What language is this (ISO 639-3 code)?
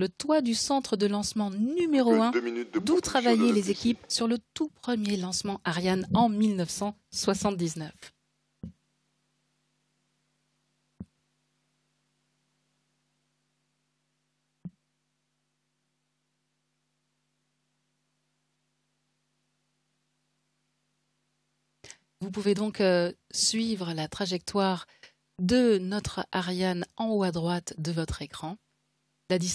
fra